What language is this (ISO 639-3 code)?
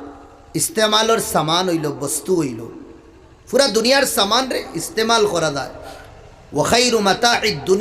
syl